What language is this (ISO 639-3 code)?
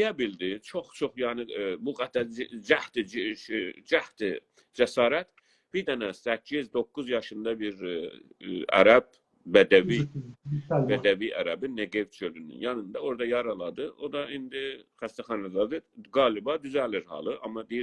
azb